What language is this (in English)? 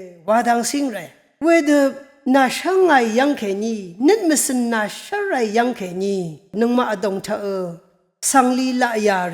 Rawang